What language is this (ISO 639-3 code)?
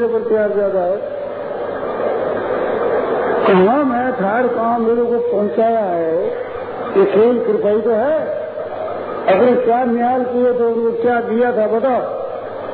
hin